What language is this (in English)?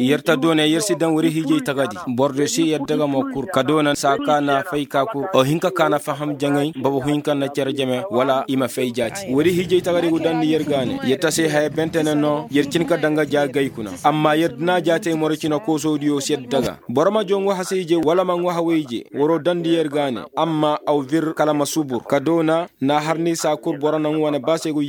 Koyraboro Senni